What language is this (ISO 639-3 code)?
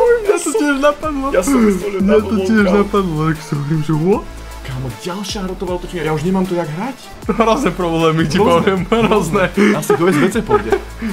slk